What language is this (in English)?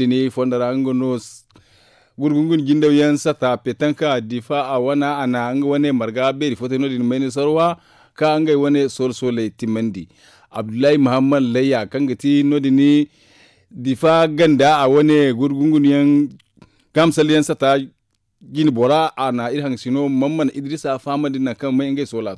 Zarma